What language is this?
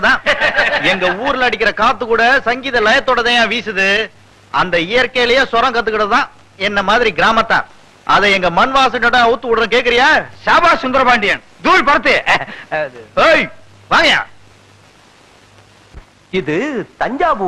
Tamil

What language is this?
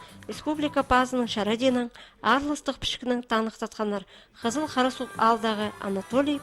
Khakas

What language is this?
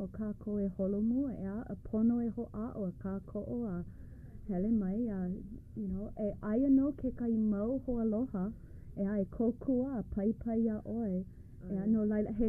Hawaiian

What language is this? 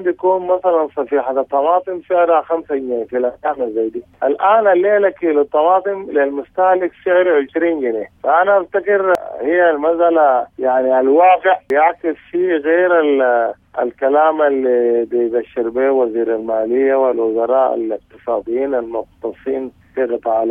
Sudanese Arabic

